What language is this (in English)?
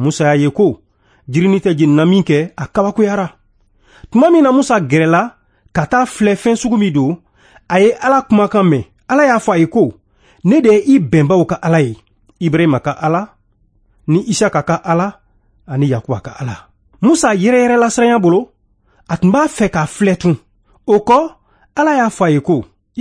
Bambara